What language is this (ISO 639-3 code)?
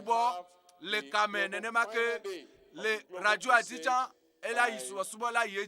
ewe